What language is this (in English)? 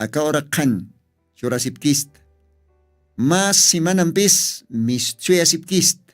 Aymara